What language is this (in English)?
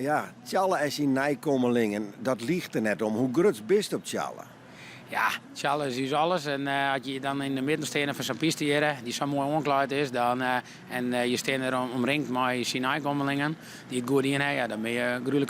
Western Frisian